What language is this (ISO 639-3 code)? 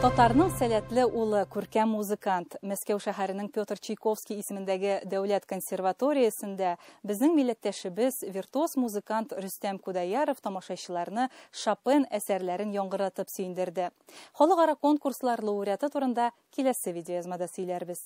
tat